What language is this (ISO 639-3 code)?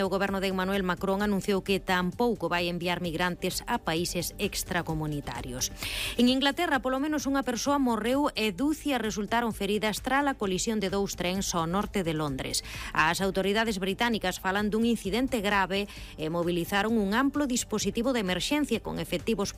glg